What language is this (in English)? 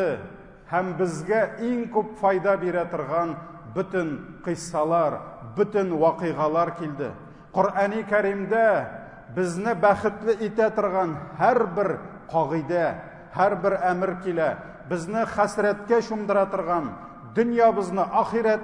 Tatar